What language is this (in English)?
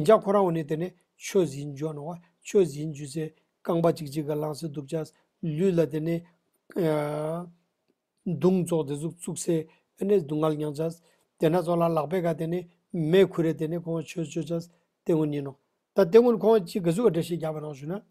Ladakhi